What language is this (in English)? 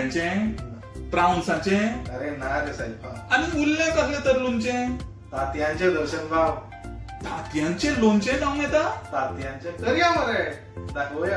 Konkani